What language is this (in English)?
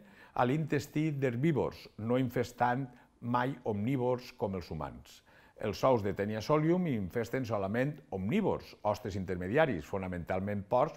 Catalan